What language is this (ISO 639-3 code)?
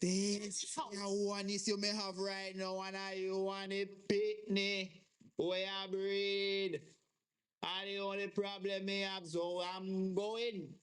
jam